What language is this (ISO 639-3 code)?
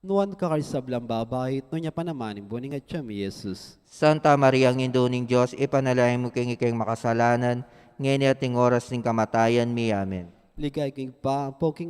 pam